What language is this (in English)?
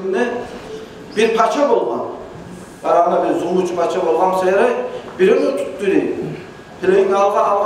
Kumyk